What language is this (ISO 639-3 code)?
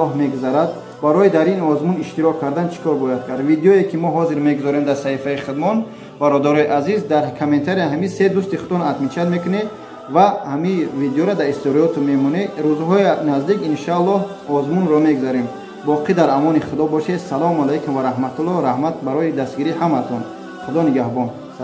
tgk